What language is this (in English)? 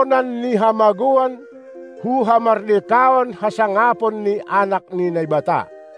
Batak Simalungun